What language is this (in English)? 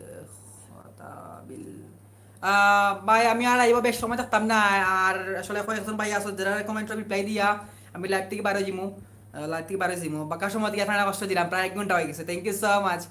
Sylheti